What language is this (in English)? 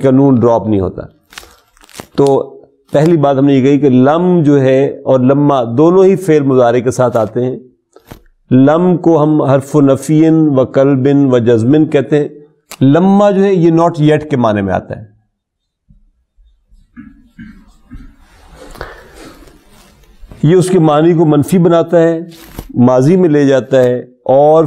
Urdu